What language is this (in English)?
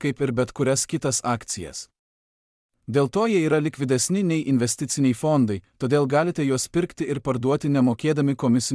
Lithuanian